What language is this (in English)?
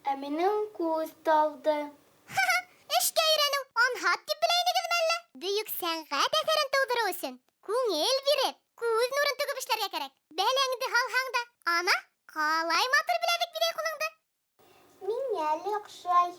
Bashkir